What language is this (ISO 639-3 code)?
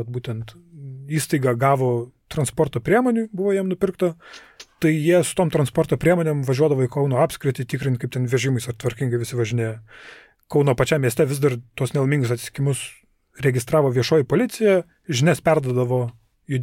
lit